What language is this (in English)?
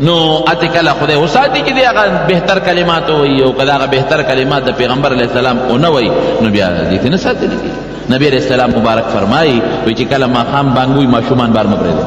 Pashto